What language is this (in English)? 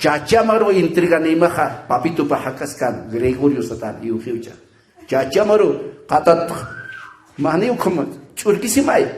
Aymara